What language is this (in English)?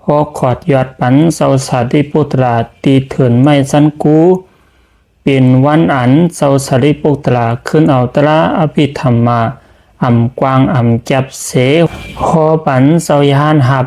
Shan